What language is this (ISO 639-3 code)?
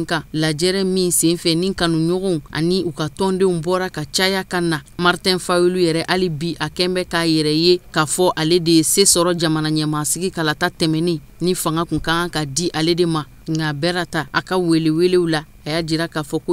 bam